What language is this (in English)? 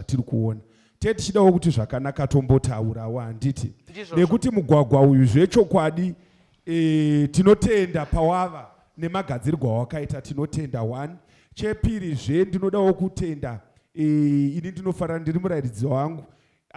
Shona